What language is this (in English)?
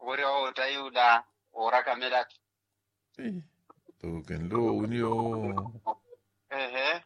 Makhuwa